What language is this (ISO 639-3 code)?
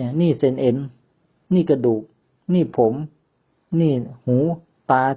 lao